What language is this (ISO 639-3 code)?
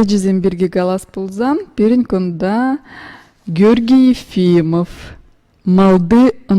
chv